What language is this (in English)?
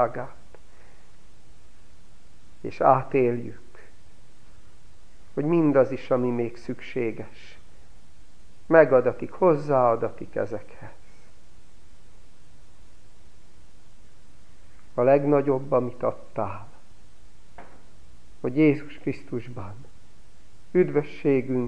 Hungarian